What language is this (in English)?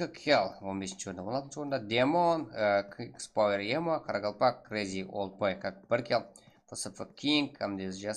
Kara-Kalpak